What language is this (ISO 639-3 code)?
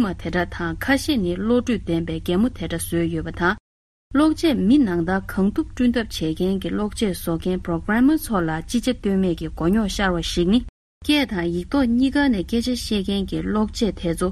bod